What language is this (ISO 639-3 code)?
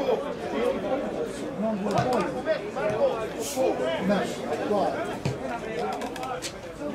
hrv